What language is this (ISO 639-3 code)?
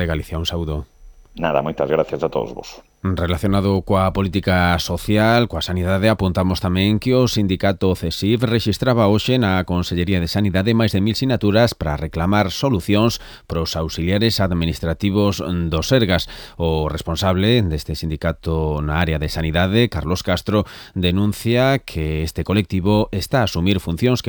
glg